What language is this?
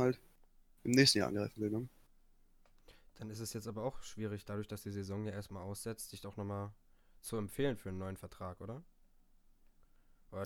German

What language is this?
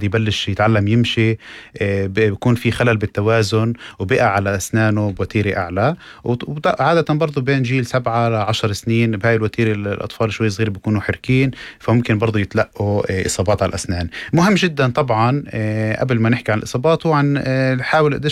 North Levantine Arabic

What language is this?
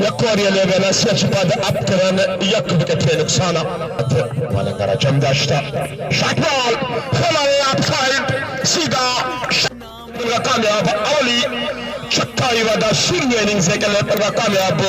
Baluchi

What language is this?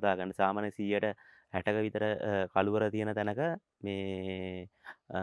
Sinhala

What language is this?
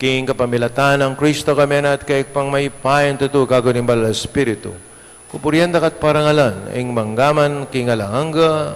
Pampanga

